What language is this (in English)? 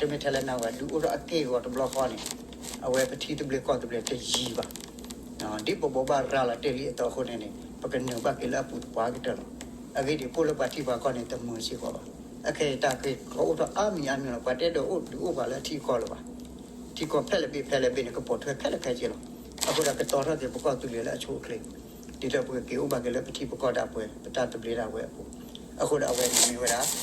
S'gaw Karen